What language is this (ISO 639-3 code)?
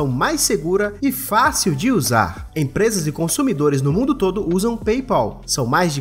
por